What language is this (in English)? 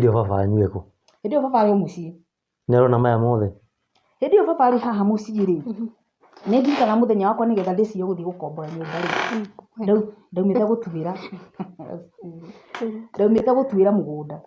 Kikuyu